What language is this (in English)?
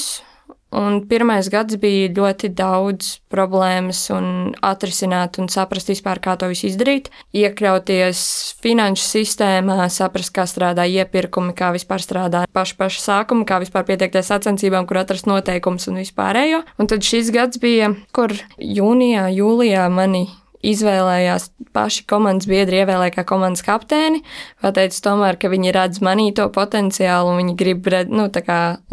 Latvian